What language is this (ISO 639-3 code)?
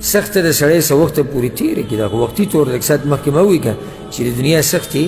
pus